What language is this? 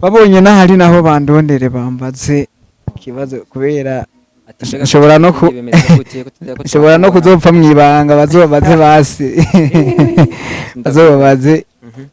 Rundi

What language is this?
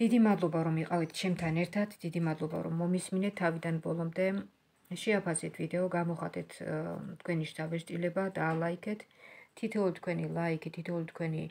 Georgian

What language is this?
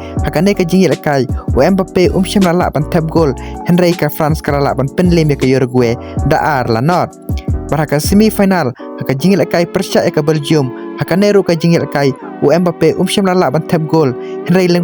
Khasi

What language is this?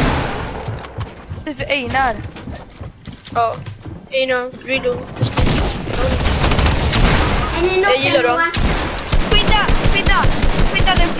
Swedish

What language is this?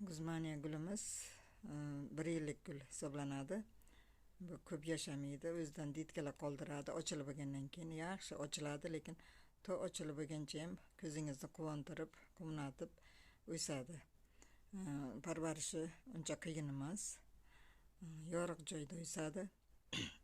Uzbek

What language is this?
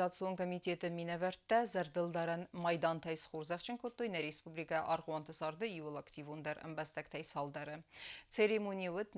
Ossetic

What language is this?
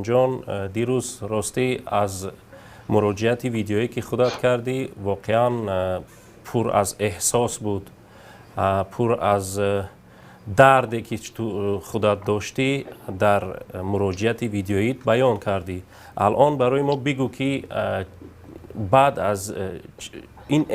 Tajik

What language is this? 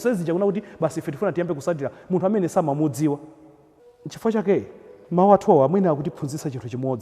Nyanja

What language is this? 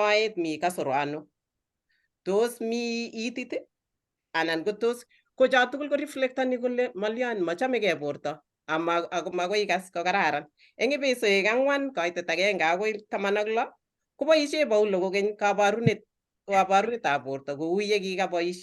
Kalenjin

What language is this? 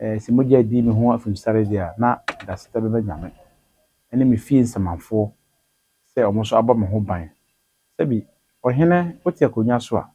Akan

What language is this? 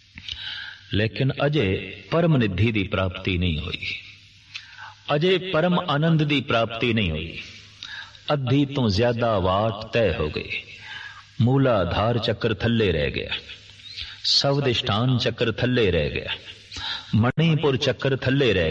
Punjabi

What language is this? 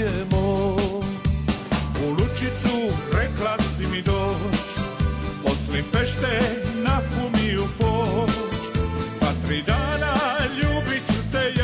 Croatian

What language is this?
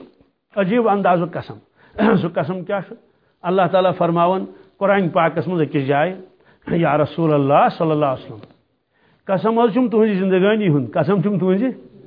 Kashmiri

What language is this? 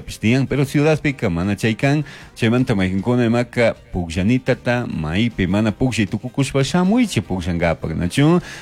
Chimborazo Highland Quichua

